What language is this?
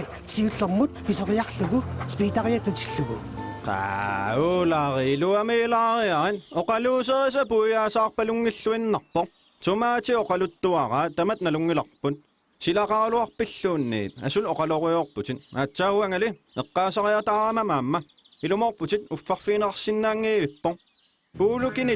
Kalaallisut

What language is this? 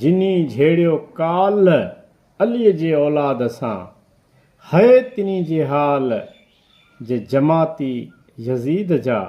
Sindhi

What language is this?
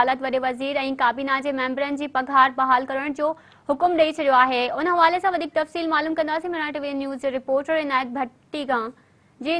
Sindhi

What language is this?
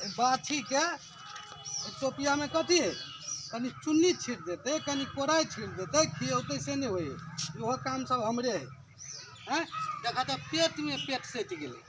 Maithili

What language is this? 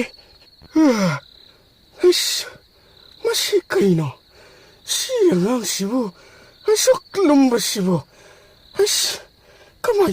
Manipuri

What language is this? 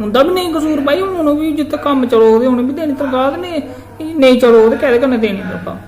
Dogri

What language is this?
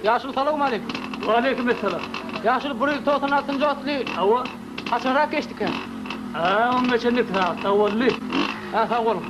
Turkmen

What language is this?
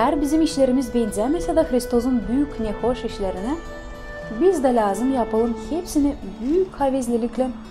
Gagauz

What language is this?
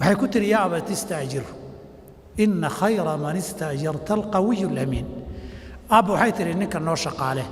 Somali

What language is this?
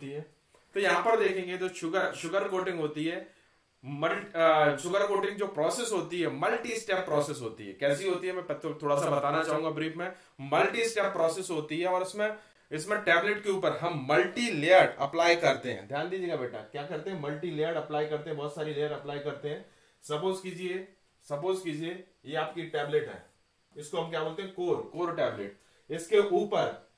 Hindi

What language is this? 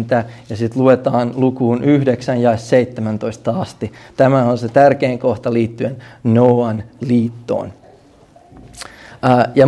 Finnish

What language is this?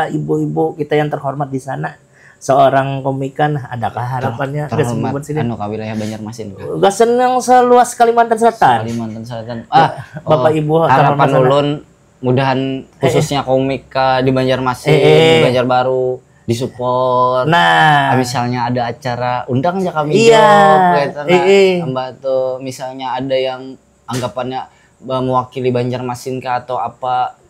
Banjar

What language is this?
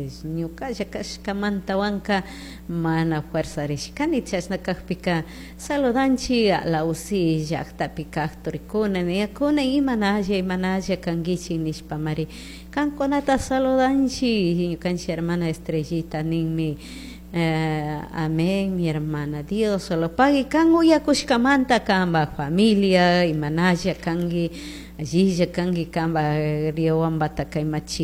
Chimborazo Highland Quichua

